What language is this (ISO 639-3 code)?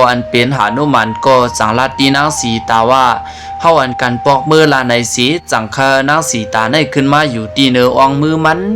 shn